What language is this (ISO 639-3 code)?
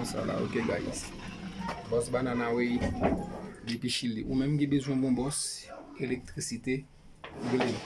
hat